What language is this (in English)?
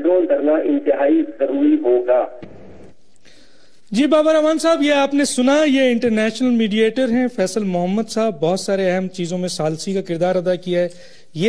Urdu